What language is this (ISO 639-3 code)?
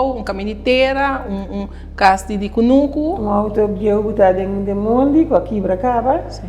pap